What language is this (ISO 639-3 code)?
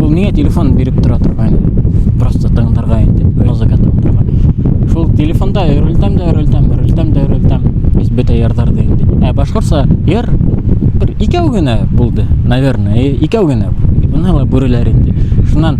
bak